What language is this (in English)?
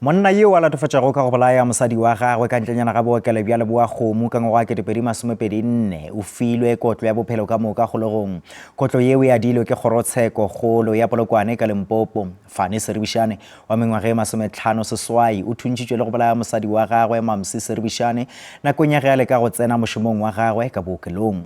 Northern Sotho